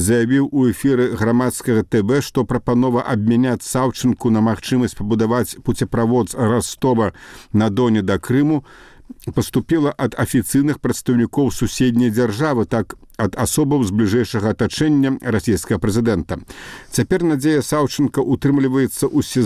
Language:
Belarusian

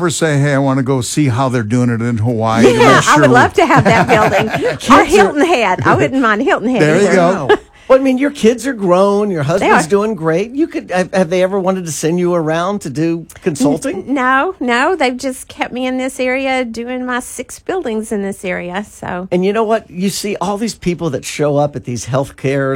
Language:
English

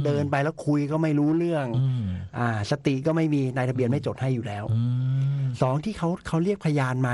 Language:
Thai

